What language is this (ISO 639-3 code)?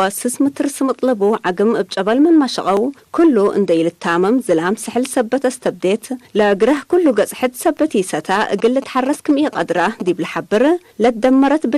tig